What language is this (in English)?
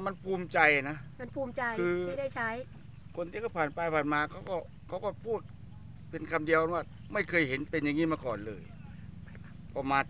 Thai